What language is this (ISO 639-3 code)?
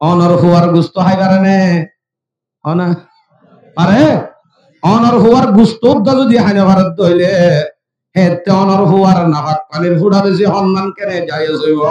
rhg